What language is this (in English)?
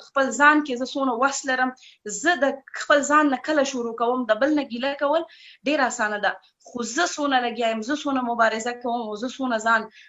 Pashto